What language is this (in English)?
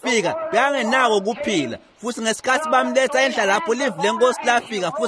Swati